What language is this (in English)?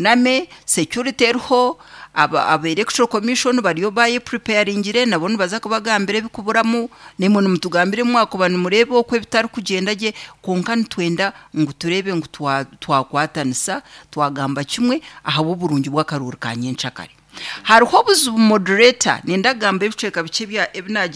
Nyankole